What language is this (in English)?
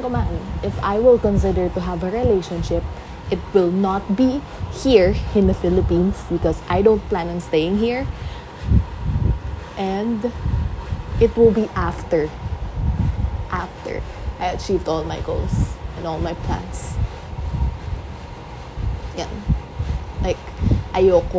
Filipino